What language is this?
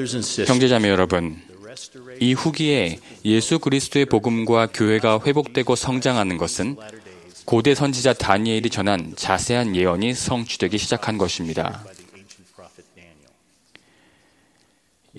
Korean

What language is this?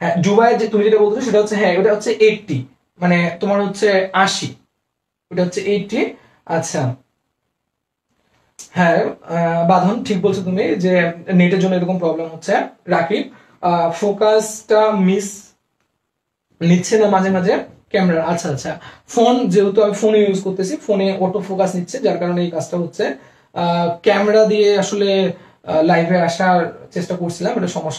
Bangla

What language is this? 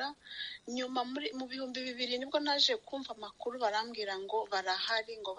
Kinyarwanda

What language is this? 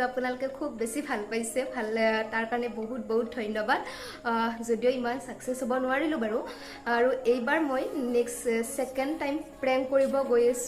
Assamese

